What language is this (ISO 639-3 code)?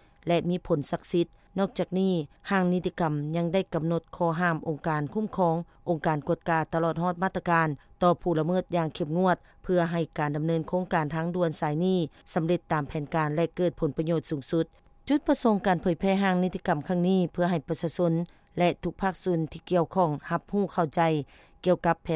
lao